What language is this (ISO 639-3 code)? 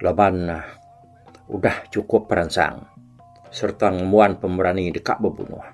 iba